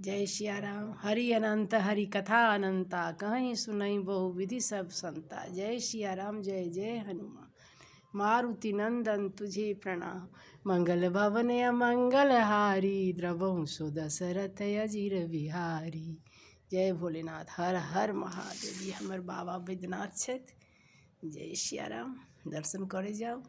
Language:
Maithili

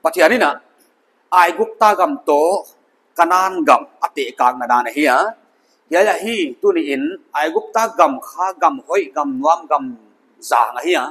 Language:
Paite Chin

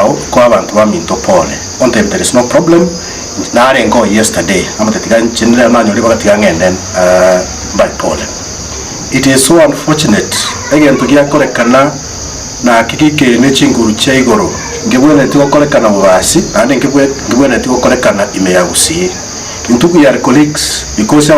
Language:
Gusii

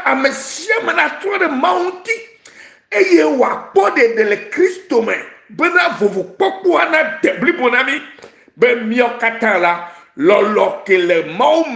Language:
Ewe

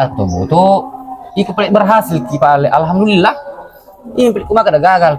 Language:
Buginese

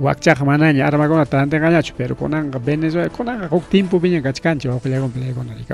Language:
Ayacucho Quechua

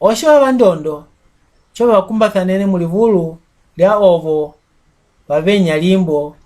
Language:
Mbunda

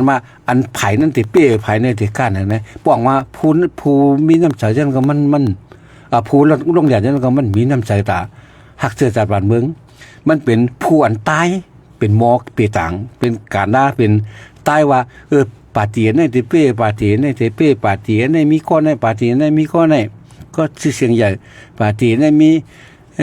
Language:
Shan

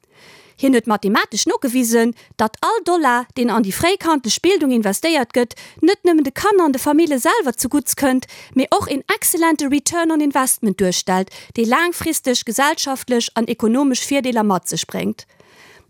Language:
Luxembourgish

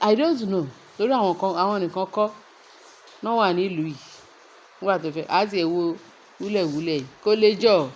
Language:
Yoruba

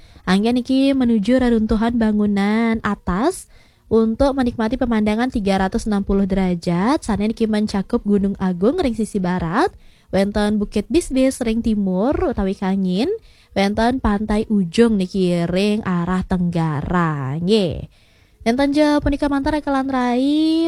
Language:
Balinese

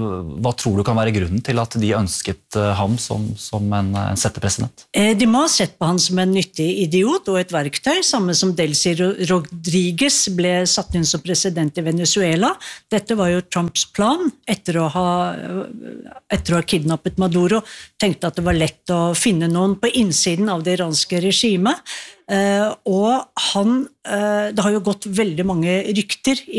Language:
Norwegian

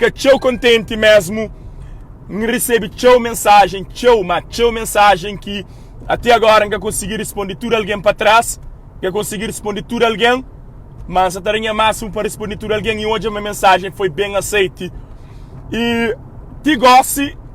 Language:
Kabuverdianu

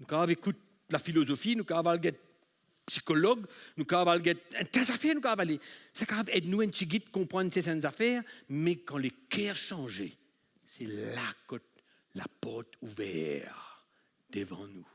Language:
Morisyen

